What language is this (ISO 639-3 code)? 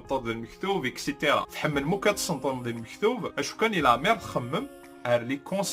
kab